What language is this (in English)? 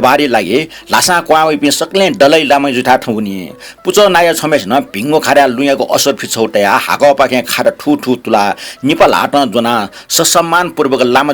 Newari